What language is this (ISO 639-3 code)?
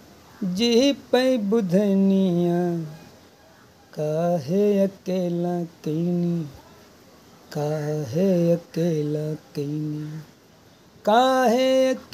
bho